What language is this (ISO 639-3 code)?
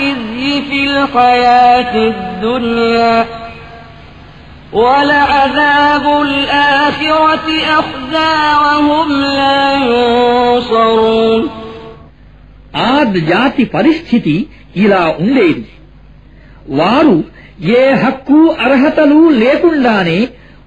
tel